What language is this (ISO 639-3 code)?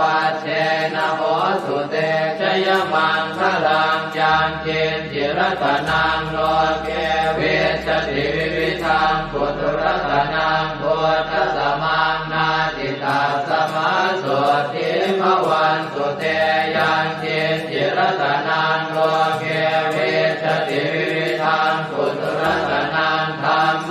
pli